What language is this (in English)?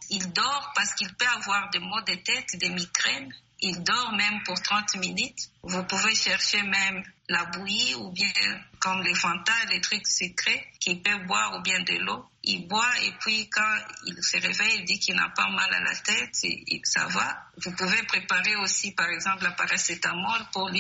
French